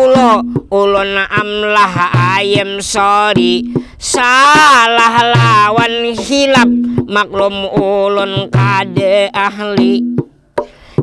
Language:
Banjar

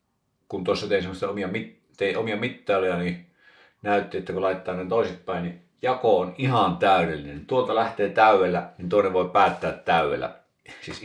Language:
Finnish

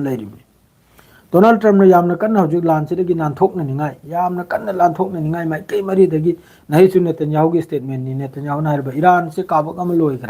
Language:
Manipuri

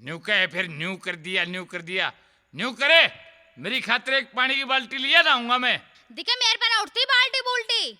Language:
Haryanvi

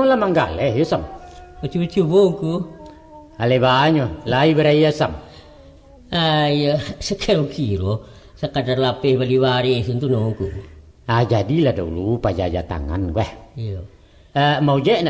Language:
Minangkabau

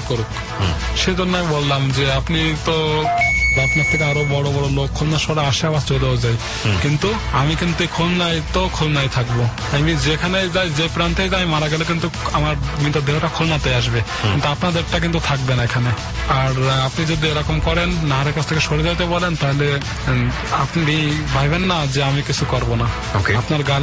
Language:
Bangla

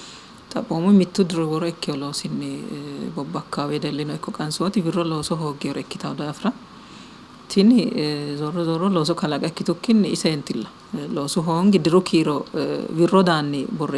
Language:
Sidamo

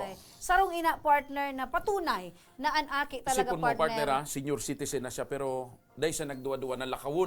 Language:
Bikol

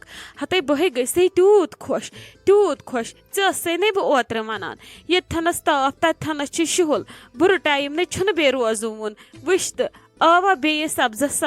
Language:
Kashmiri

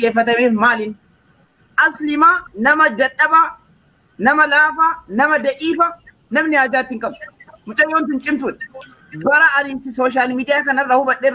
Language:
Oromo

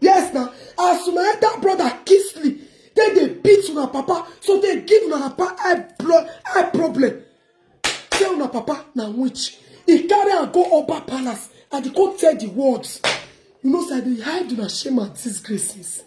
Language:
Nigerian Pidgin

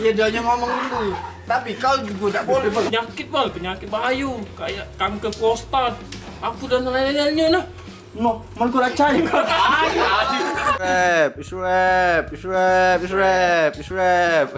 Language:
Musi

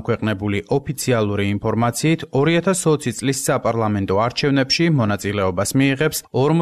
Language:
Georgian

